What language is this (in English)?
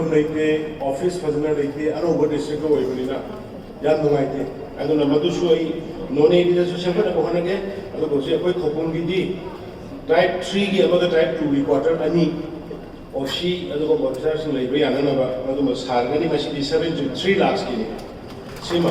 Manipuri